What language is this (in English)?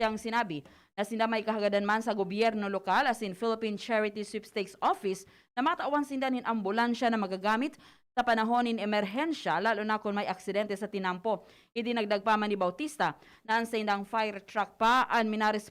Bikol